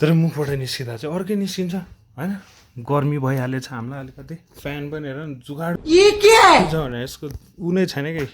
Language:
Nepali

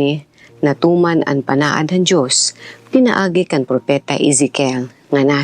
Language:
Waray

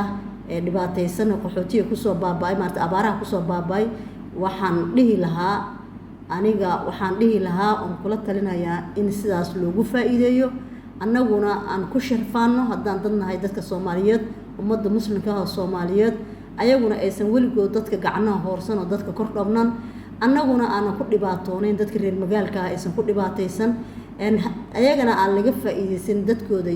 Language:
Somali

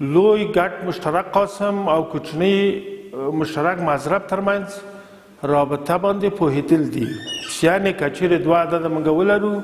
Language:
Pashto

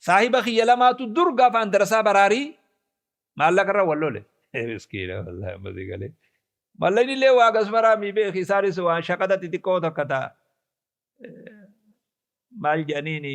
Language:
Oromo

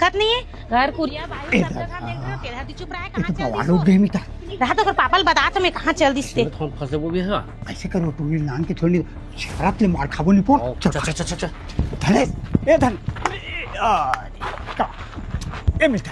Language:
Chhattisgarhi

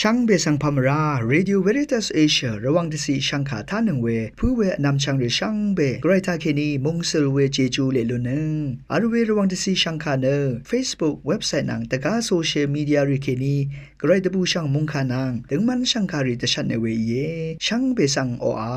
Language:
Rawang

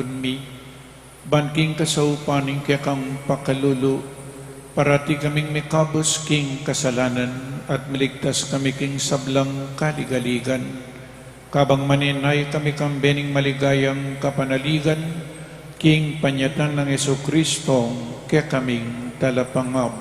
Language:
Pampanga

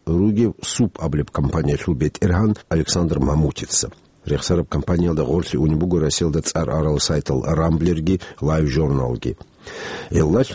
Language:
Avaric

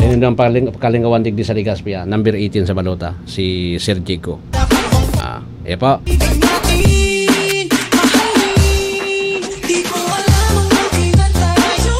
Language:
Bikol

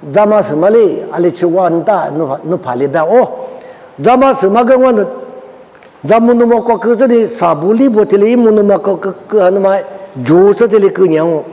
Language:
Lisu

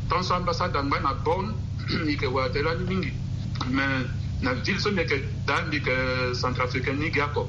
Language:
Sango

